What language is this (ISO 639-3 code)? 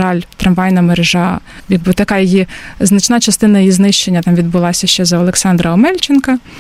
ukr